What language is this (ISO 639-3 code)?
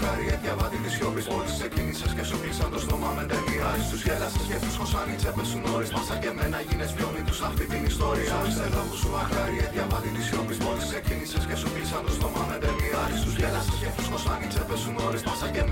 ell